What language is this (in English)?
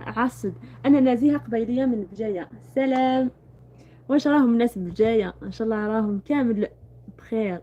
Algerian Arabic